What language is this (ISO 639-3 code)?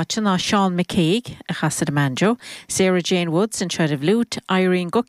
gle